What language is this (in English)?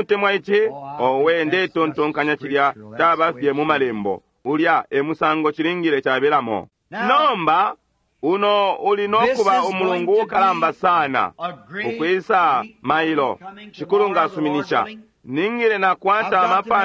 Bemba